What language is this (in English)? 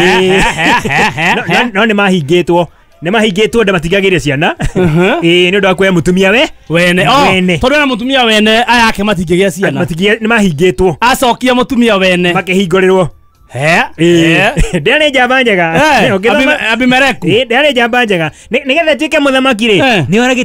Kikuyu